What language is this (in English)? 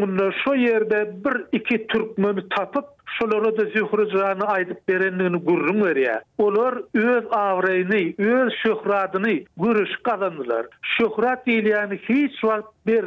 Turkmen